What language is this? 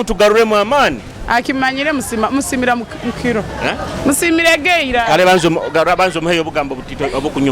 Nyoro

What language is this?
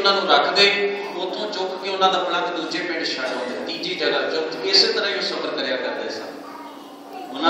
Punjabi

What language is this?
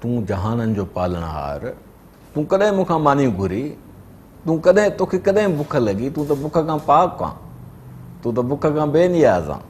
Sindhi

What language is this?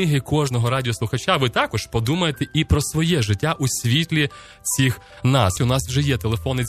Ukrainian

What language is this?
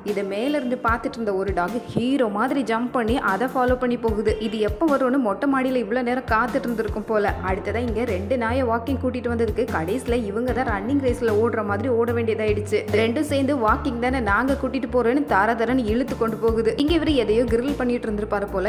Tamil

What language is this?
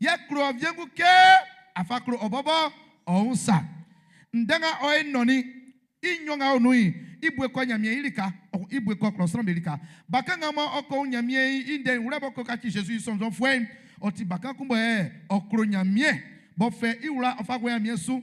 Baoulé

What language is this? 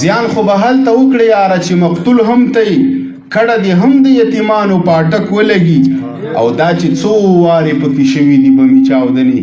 Pashto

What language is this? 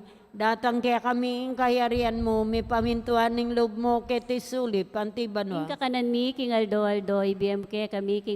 Pampanga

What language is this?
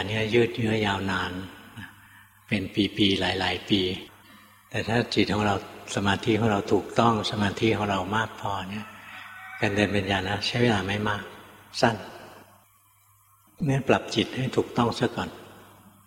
Thai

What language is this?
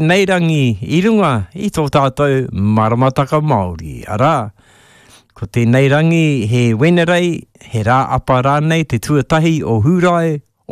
Māori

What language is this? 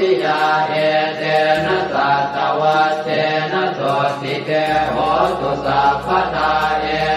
Pali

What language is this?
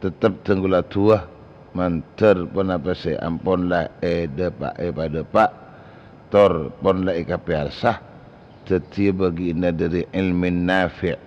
Madurese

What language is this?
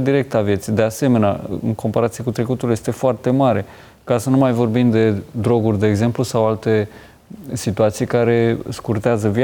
Romanian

